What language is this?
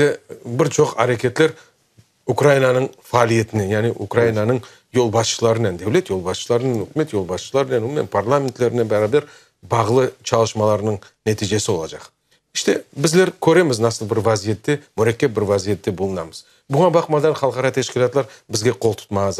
Crimean Tatar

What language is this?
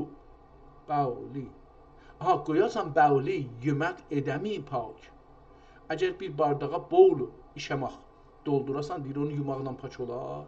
South Azerbaijani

